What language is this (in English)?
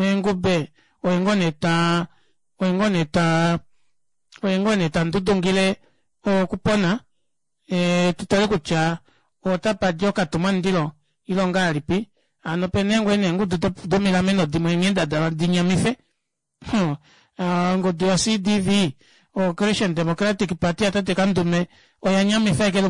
Kuanyama